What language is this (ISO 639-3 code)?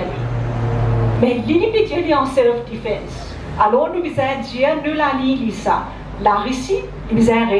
mfe